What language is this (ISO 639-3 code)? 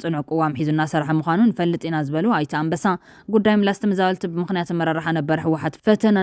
tir